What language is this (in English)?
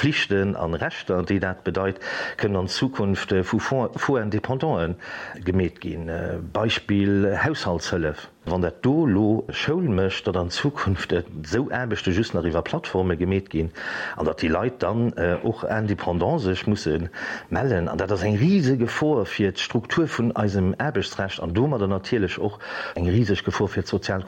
Luxembourgish